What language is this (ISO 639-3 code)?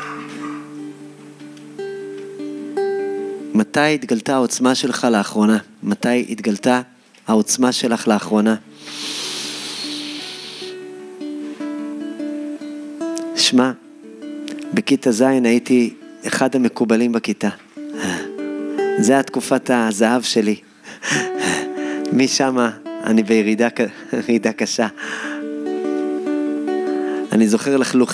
heb